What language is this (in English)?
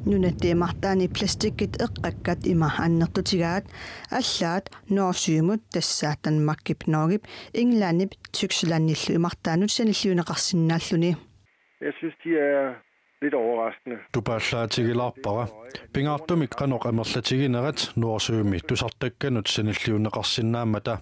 Kalaallisut